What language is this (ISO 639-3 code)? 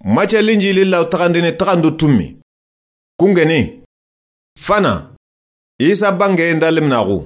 snk